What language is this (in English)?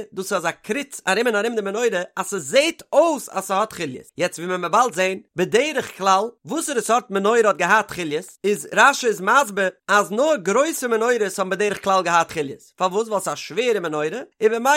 Yiddish